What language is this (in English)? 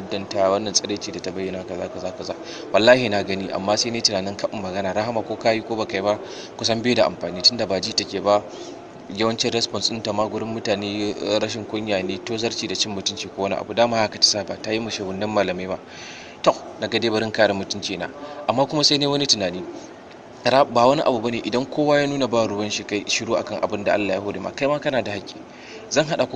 Hausa